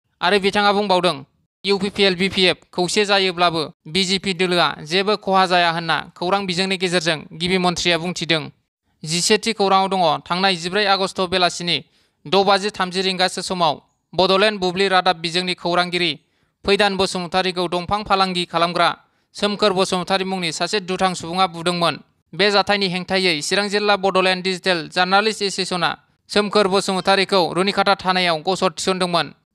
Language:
Bodo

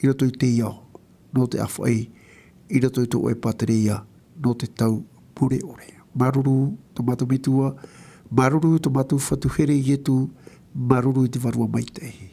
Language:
Tahitian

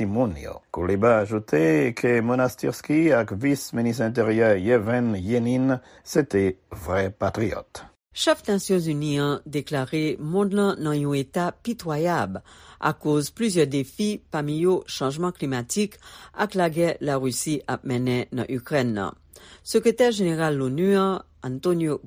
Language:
Haitian Creole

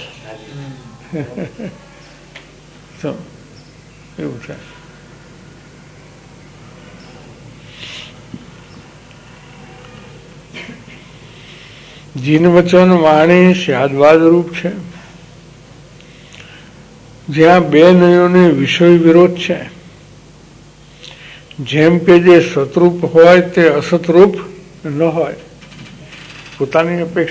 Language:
Gujarati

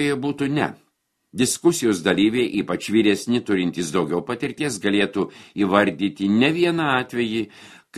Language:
Lithuanian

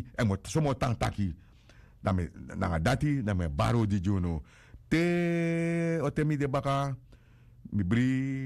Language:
Sranan Tongo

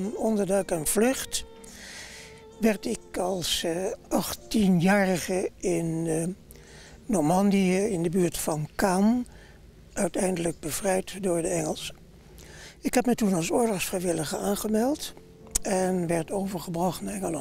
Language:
Dutch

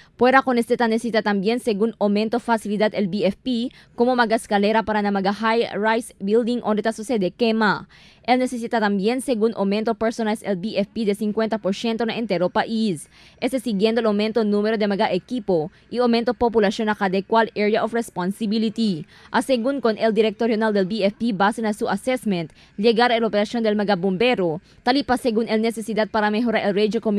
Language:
Chavacano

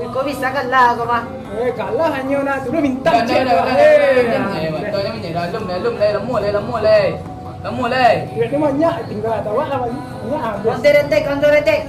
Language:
Minangkabau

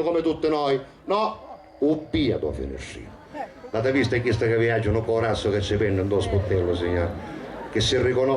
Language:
Sicilian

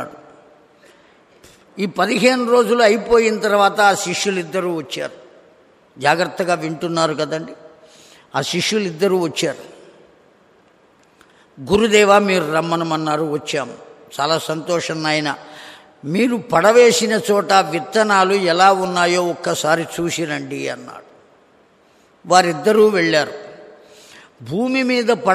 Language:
Telugu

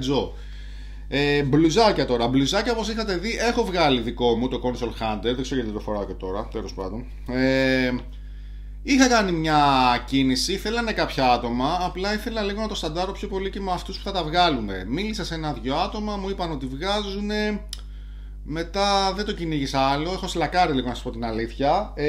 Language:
Greek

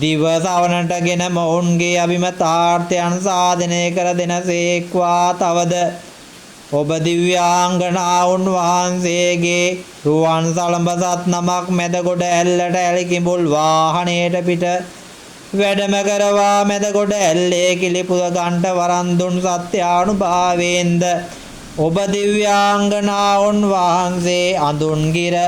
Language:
Sinhala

